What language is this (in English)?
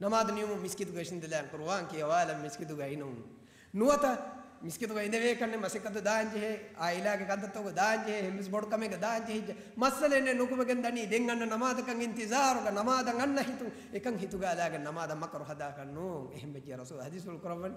Divehi